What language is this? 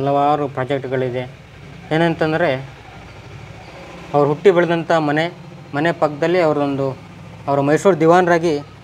Kannada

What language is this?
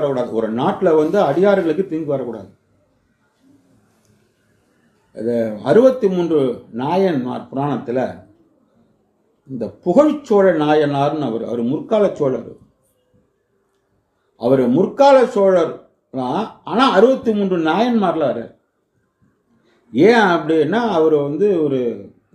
Tamil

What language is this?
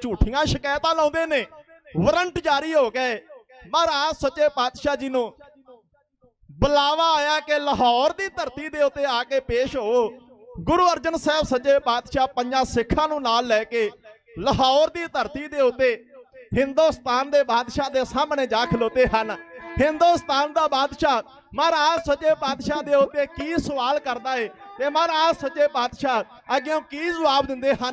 Punjabi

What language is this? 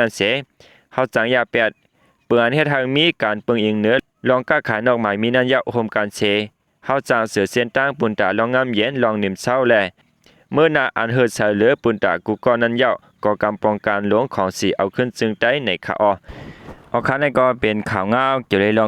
Shan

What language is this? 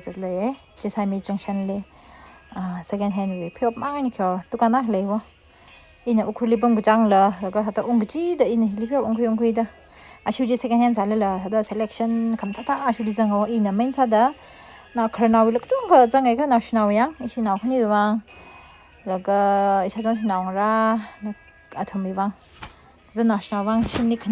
Tangkhul Naga (India)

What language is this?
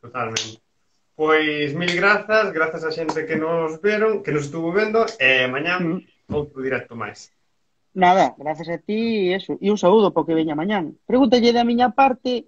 Galician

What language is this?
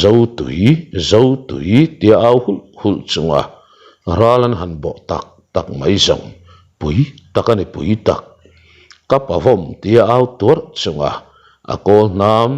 Mizo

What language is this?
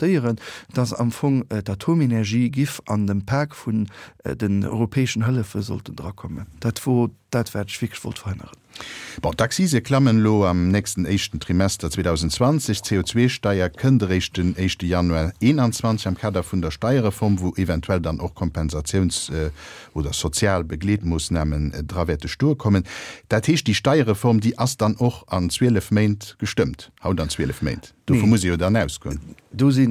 Luxembourgish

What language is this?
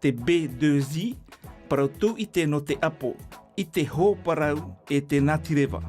Tahitian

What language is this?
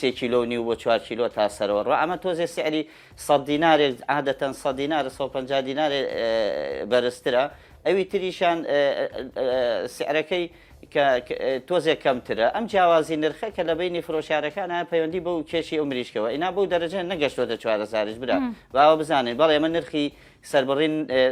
Central Kurdish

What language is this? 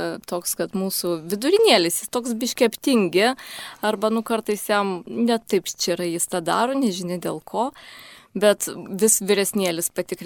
Lithuanian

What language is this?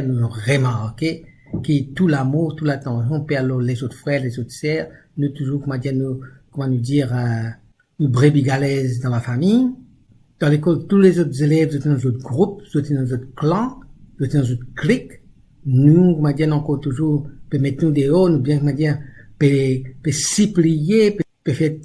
Morisyen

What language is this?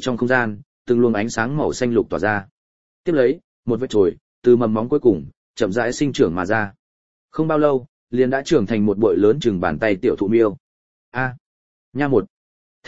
Vietnamese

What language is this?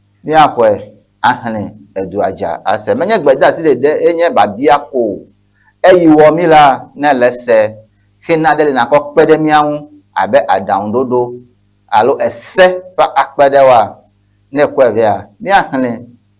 Ewe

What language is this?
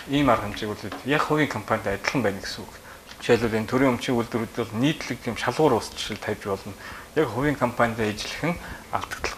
Mongolian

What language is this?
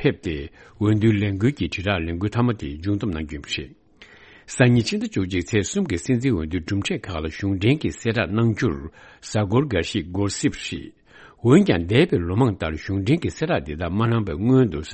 Tibetan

